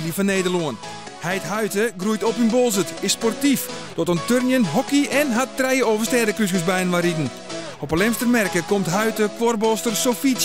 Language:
Western Frisian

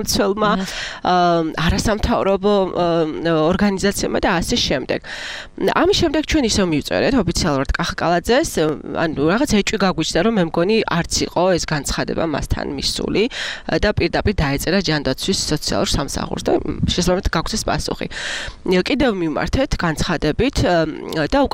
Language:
Georgian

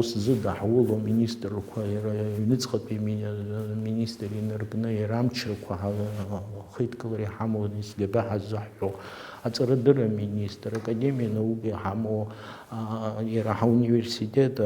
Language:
Abkhazian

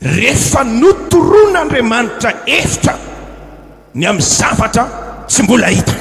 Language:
Malagasy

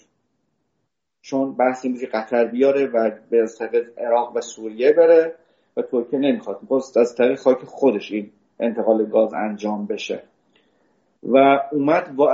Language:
Persian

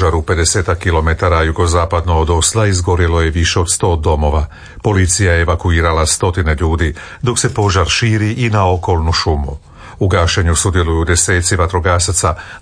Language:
Croatian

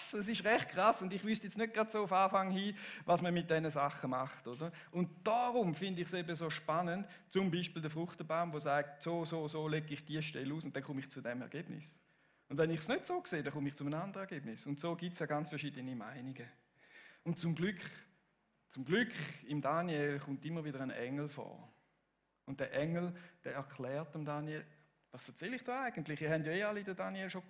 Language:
Swiss German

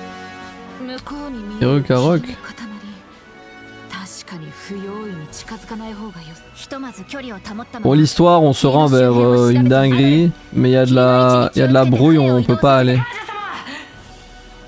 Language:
French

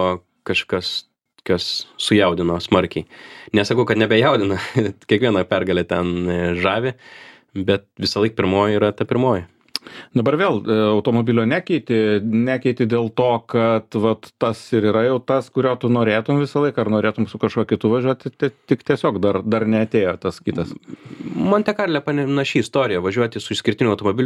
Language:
Lithuanian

